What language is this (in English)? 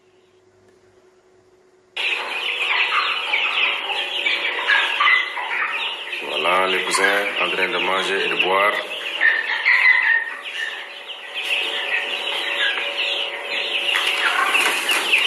Korean